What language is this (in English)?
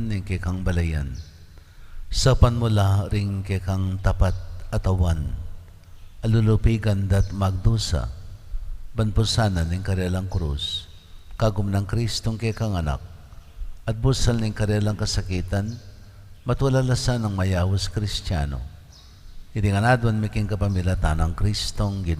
Pampanga